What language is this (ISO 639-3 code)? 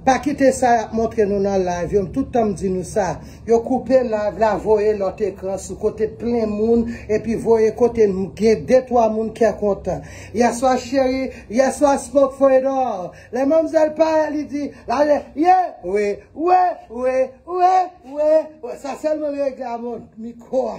hat